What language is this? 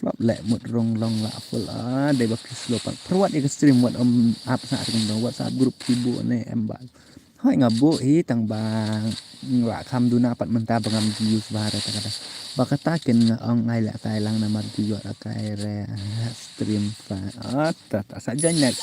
Khasi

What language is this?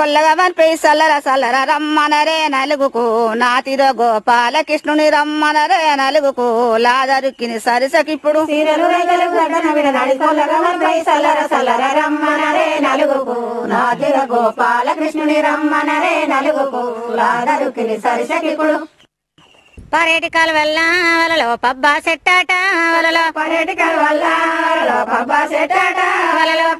Telugu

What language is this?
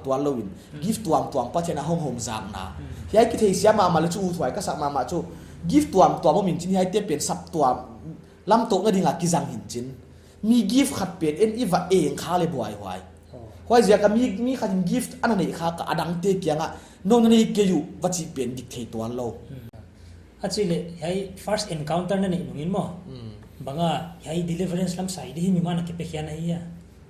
Paite Chin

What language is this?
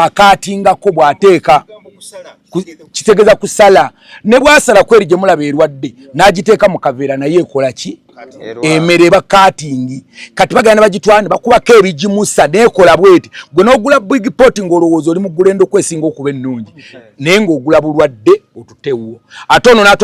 Ganda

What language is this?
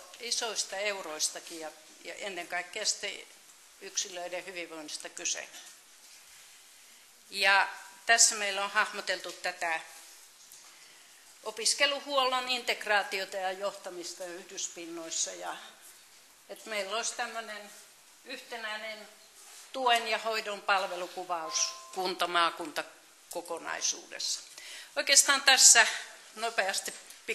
Finnish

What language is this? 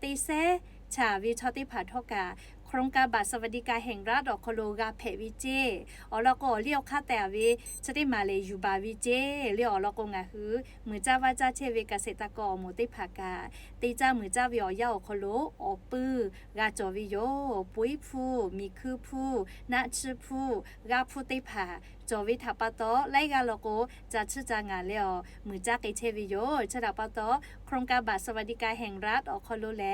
Lahu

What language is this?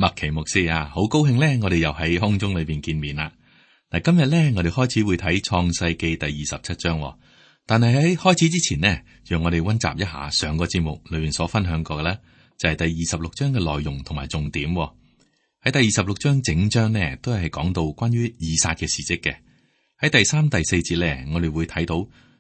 Cantonese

